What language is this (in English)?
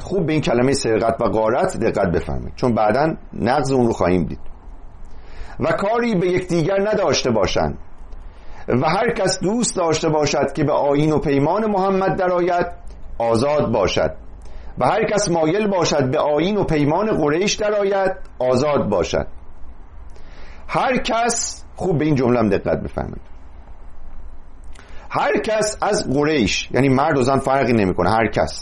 Persian